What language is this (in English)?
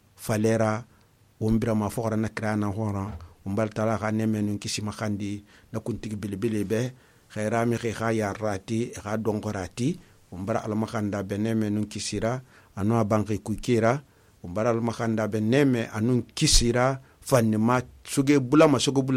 Susu